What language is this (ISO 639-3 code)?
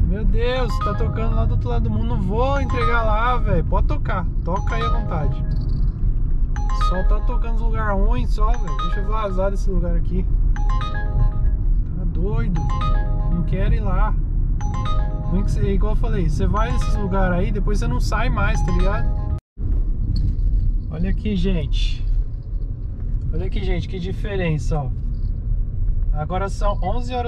por